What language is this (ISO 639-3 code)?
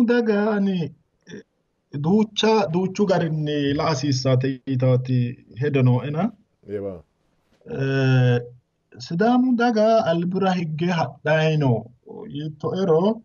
sid